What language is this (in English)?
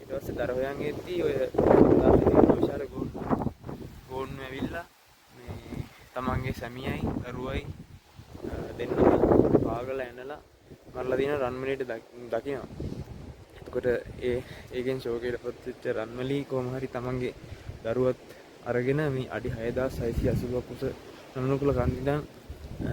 Sinhala